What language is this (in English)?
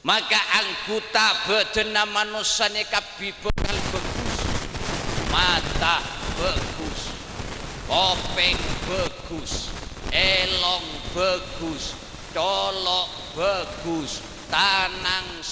Madurese